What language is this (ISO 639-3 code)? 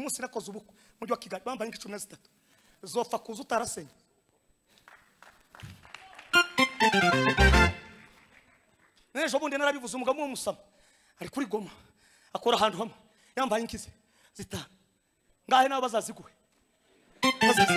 kin